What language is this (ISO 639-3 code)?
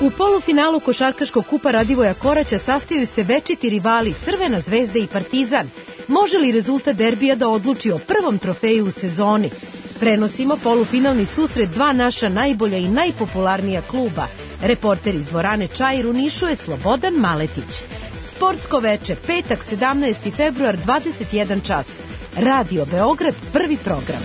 srp